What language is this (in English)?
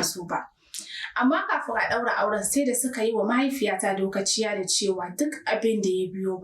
Hausa